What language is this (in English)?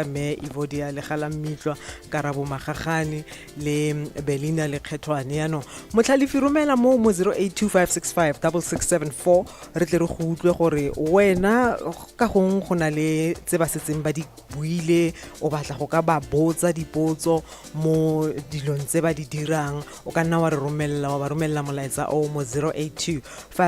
Tswana